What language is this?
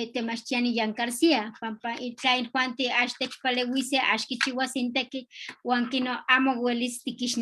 Eastern Huasteca Nahuatl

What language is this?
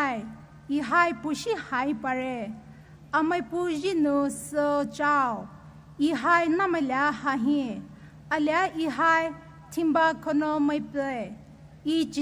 Poumei Naga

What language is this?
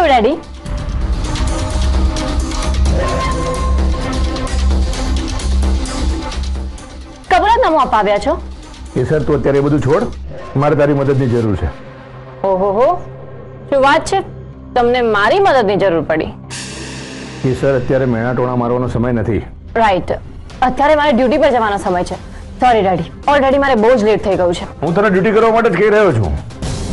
Gujarati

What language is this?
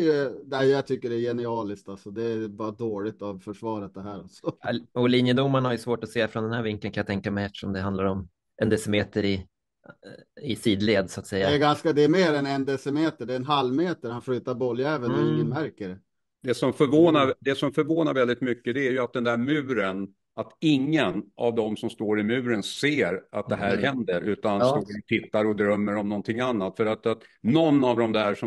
Swedish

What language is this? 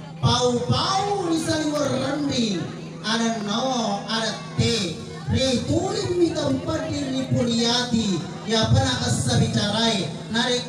Buginese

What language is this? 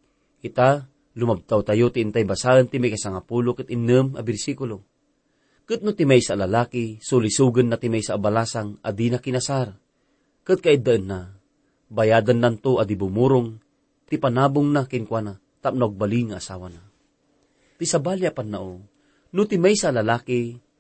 Iloko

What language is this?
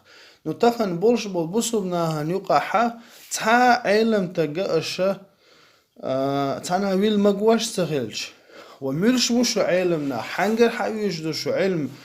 Chechen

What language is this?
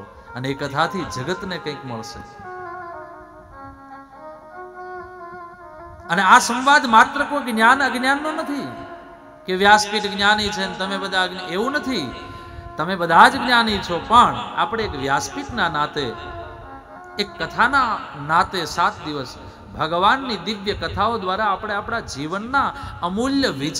Gujarati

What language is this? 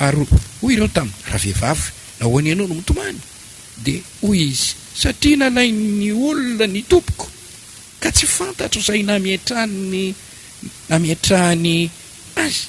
Malagasy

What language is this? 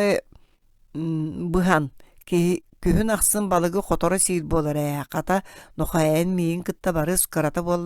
Yakut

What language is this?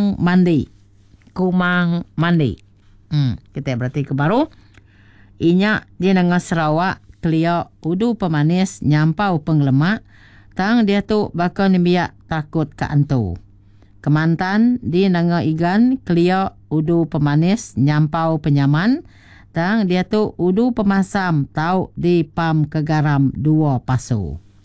Iban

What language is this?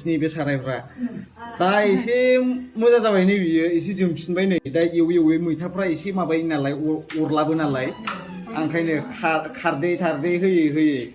Bodo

